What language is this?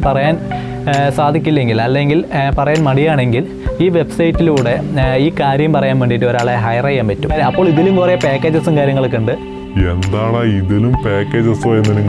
Malayalam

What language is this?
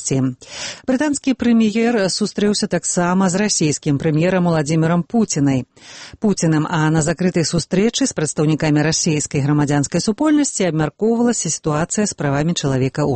Belarusian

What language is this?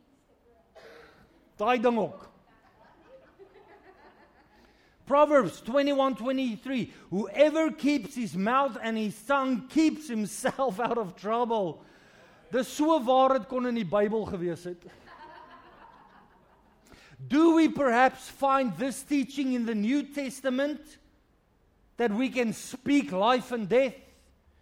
Afrikaans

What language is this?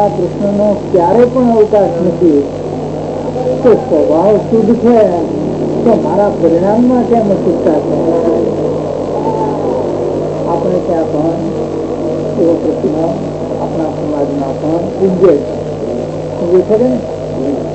Gujarati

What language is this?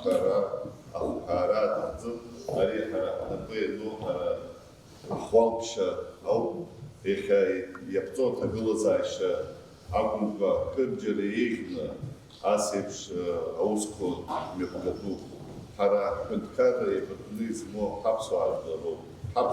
Abkhazian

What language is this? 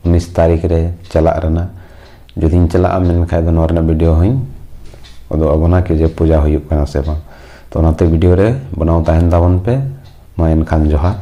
Santali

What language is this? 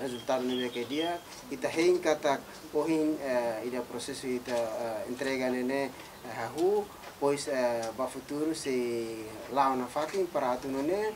Tetum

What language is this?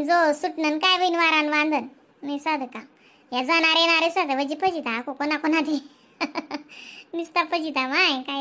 Khandesi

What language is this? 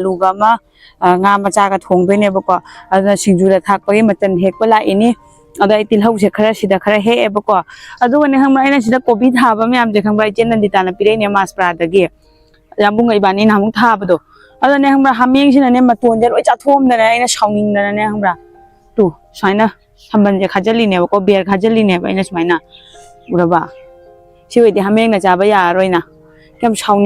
Manipuri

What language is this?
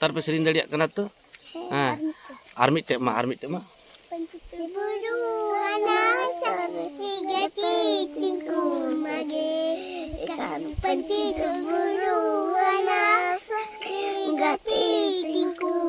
Santali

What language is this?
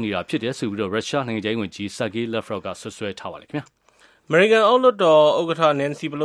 Burmese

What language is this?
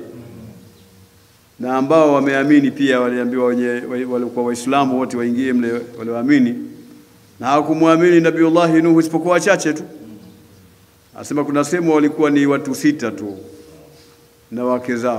Swahili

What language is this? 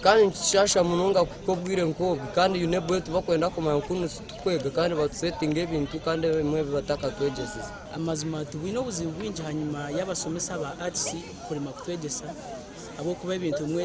Nyankole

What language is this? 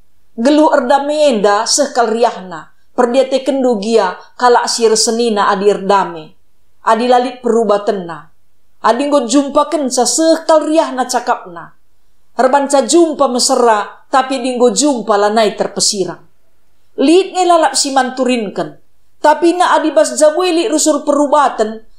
Batak Karo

